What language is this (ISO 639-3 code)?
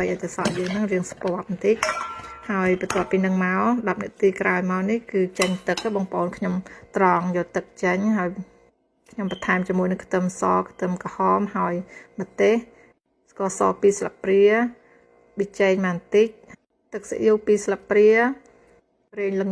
khm